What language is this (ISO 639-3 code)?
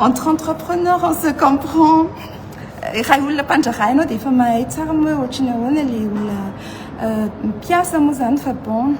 mlg